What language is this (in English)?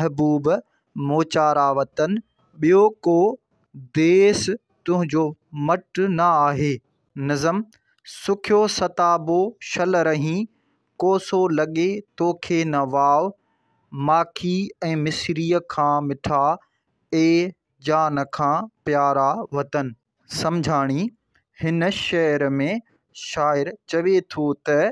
Sindhi